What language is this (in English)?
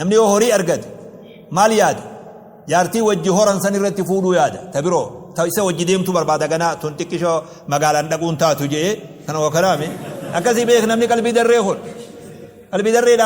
Oromo